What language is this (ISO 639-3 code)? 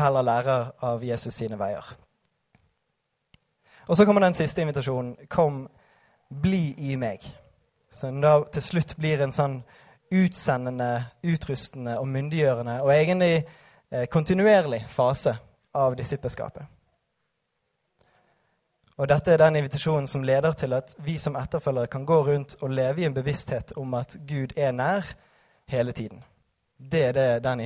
nor